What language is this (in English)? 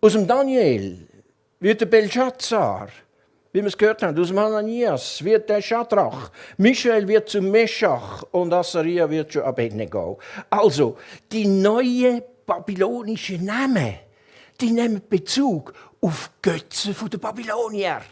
Swiss German